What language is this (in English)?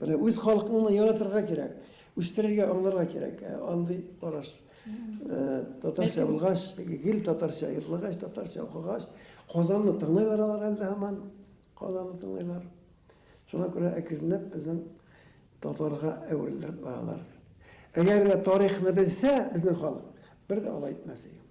Bashkir